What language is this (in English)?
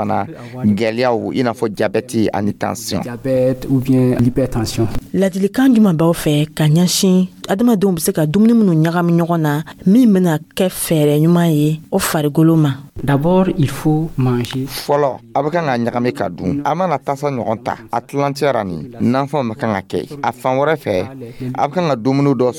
Dyula